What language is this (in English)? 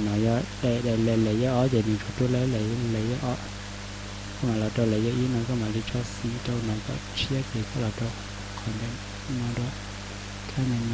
Hmong